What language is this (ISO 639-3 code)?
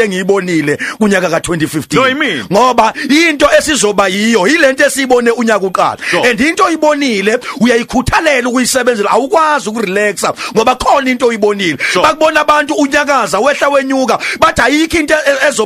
zul